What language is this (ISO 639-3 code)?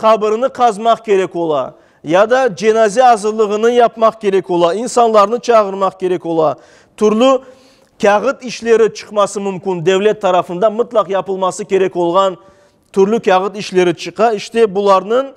crh